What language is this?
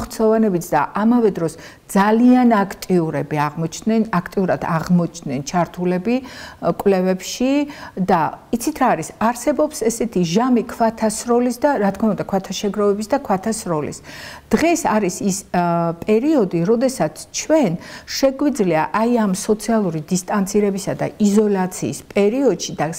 Georgian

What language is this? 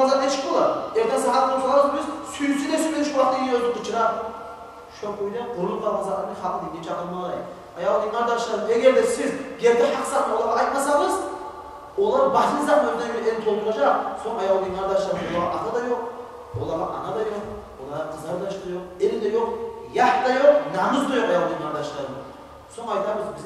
Kumyk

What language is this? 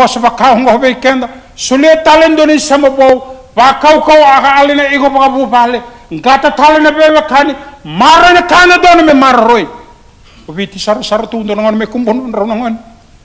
Fijian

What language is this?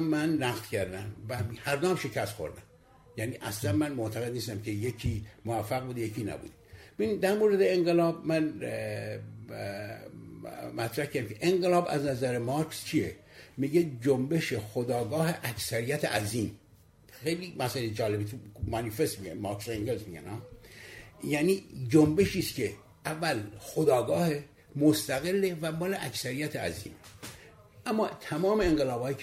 Persian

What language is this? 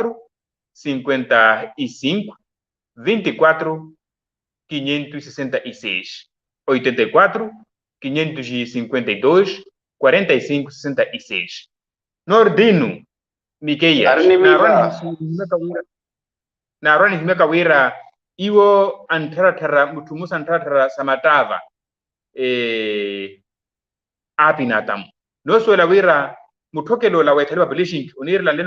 Makhuwa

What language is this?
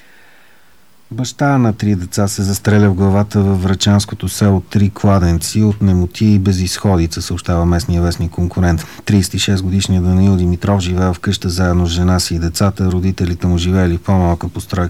Bulgarian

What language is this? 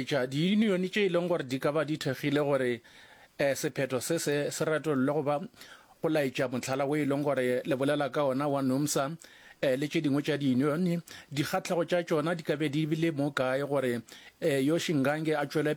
Northern Sotho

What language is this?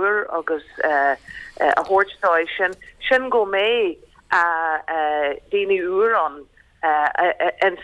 Irish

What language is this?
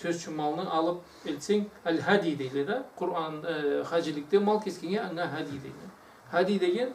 Karachay-Balkar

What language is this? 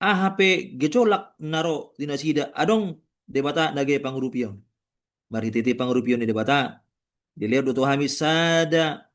Batak Toba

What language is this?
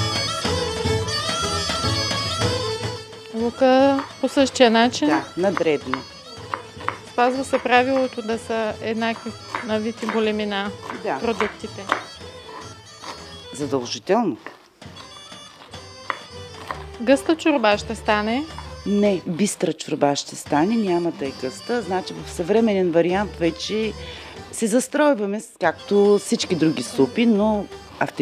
Bulgarian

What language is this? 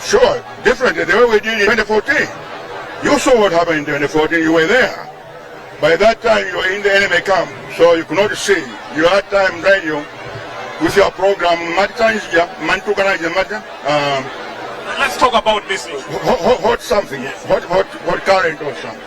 Nyanja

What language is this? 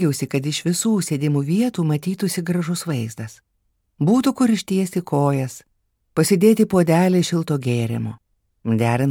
Lithuanian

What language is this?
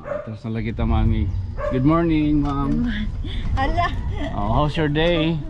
Waray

